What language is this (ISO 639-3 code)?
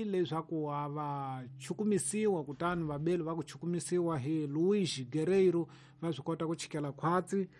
tso